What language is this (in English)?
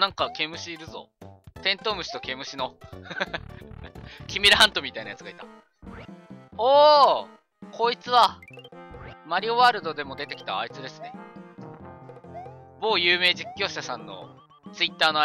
Japanese